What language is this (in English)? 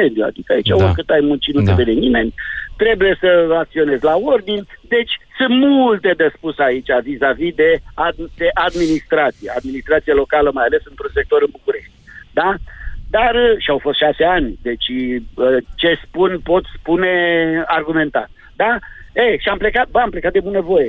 Romanian